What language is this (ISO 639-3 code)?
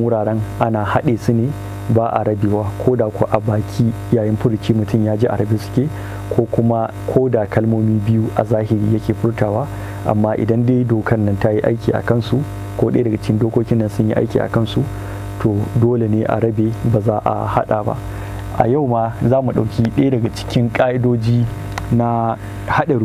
hau